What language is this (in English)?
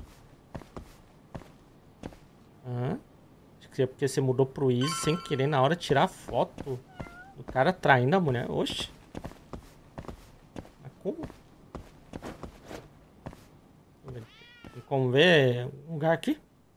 Portuguese